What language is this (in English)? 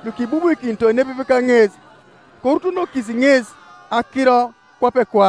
Teso